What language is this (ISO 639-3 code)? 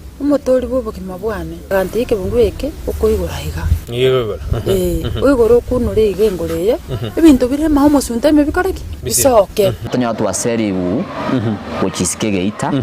guz